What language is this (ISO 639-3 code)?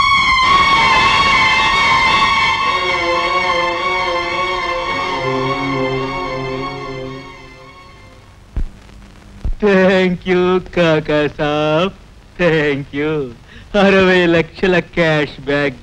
tel